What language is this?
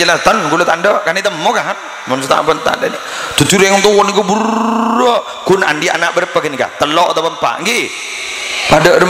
Madurese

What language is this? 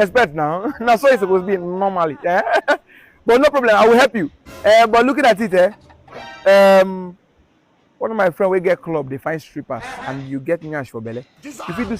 Nigerian Pidgin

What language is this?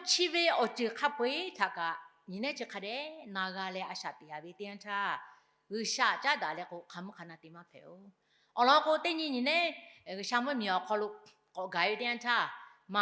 Lahu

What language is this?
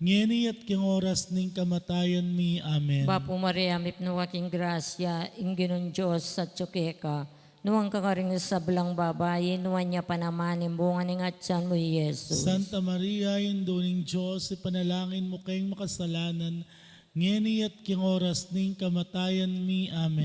Pampanga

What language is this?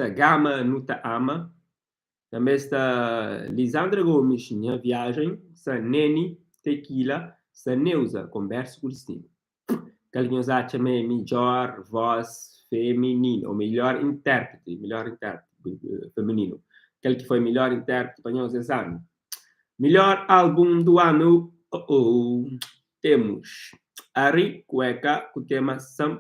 Kabuverdianu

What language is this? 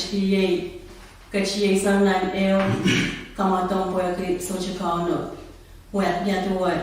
Pohnpeian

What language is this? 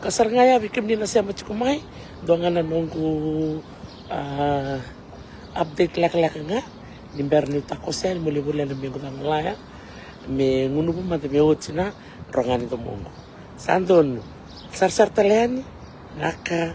Fijian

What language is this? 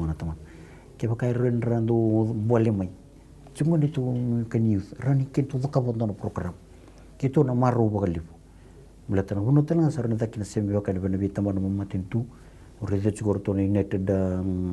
Fijian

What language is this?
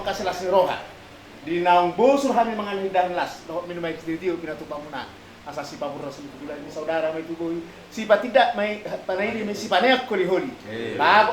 Batak Toba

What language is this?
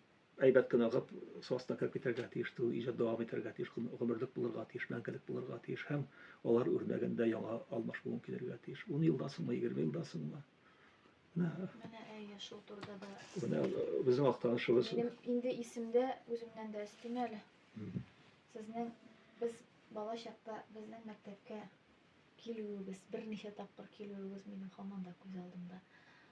Tatar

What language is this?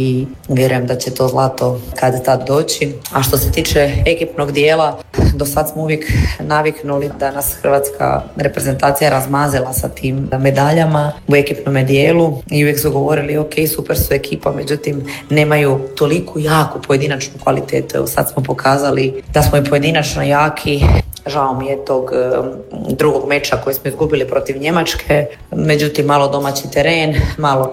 Croatian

